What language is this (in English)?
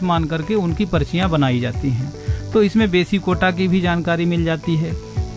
Hindi